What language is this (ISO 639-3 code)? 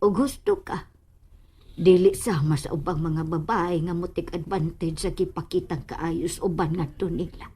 ceb